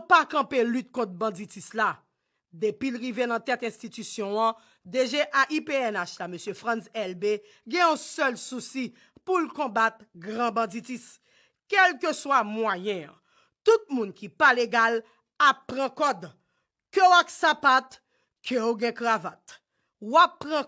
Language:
Haitian Creole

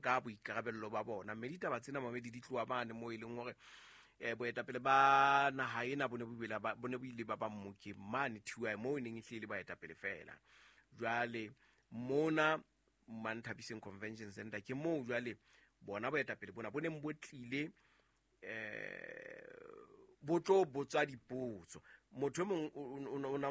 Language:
Southern Sotho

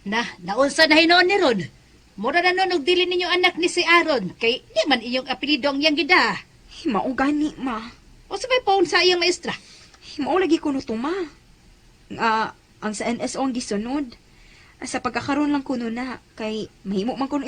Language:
Cebuano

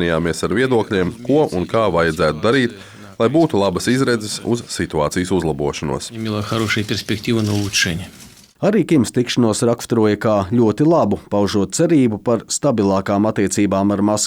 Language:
Latvian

